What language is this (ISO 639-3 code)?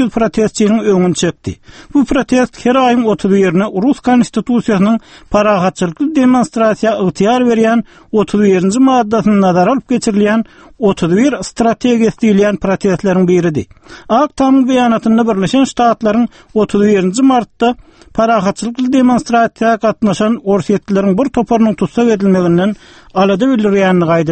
tuk